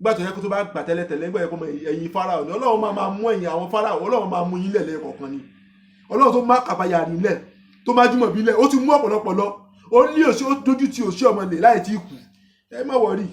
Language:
Yoruba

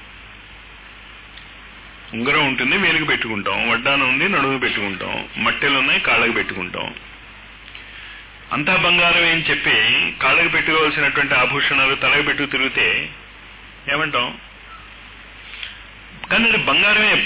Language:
Telugu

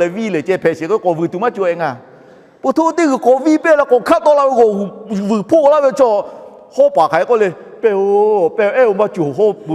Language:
Lahu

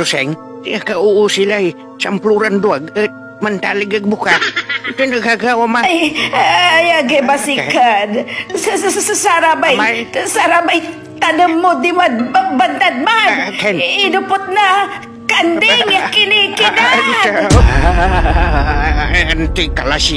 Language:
Pangasinan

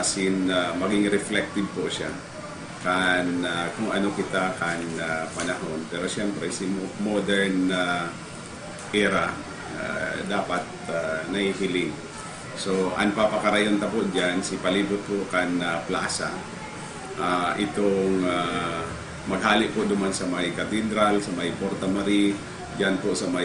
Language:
Bikol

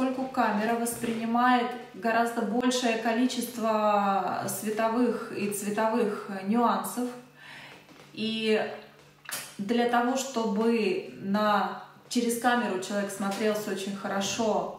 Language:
Russian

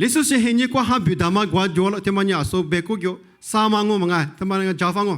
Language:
Lisu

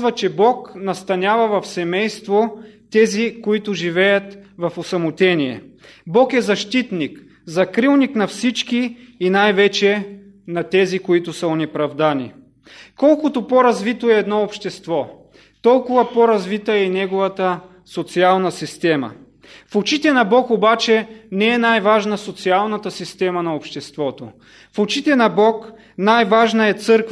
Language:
Bulgarian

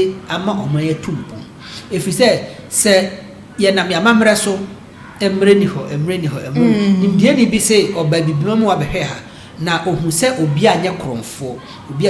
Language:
Akan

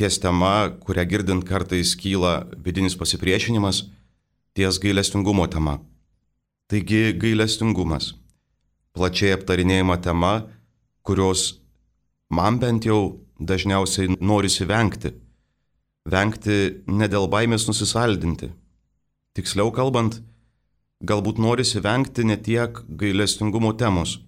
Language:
Lithuanian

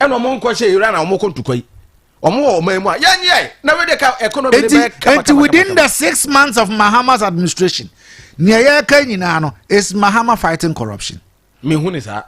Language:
Akan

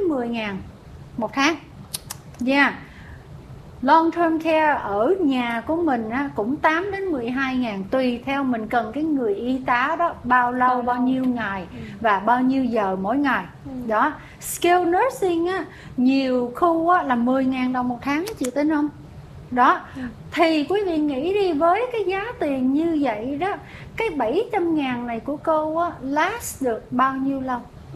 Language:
Vietnamese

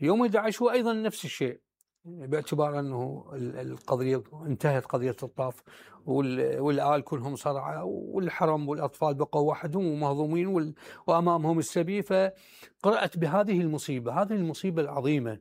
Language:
Mesopotamian Arabic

